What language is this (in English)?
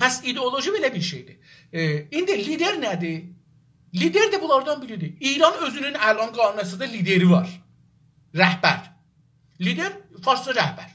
South Azerbaijani